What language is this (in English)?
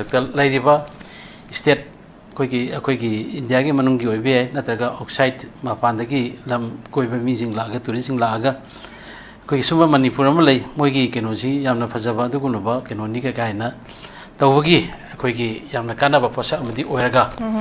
Manipuri